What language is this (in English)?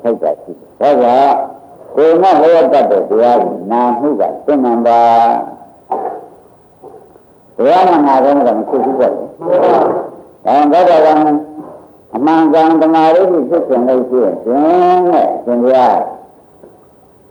Burmese